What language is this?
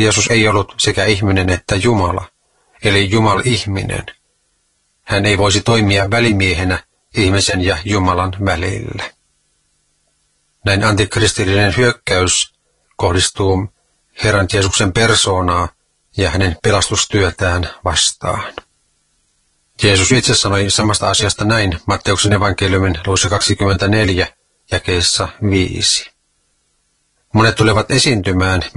Finnish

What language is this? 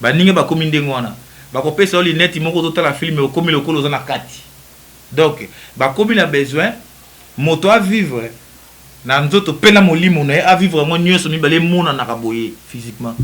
Lingala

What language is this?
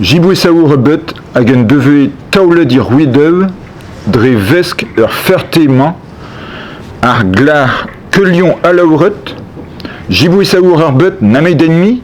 Breton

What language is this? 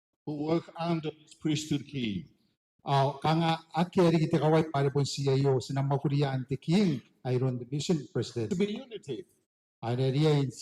Gilbertese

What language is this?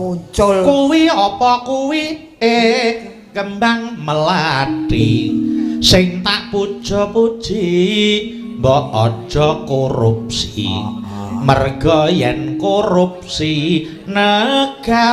Javanese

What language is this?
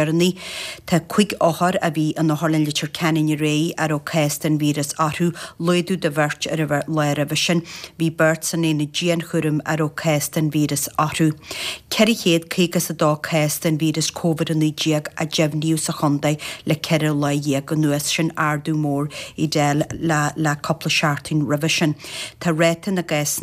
Irish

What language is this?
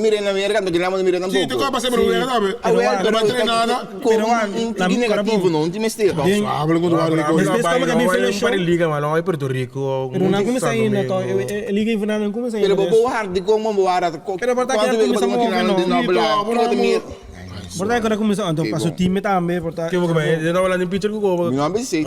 Papiamento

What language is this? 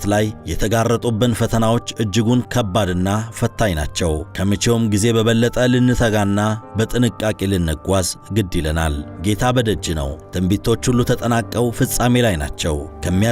Amharic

